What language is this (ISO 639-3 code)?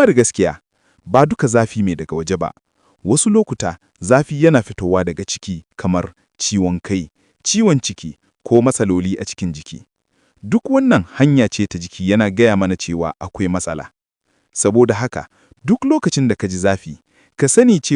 hau